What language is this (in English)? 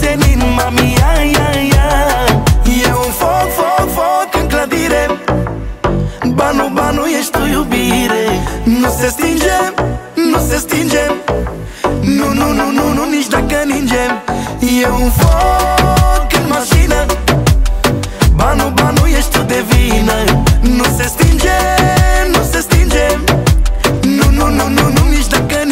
Romanian